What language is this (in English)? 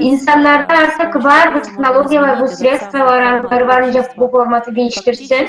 Gagauz